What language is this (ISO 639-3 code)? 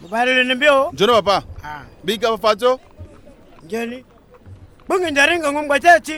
sag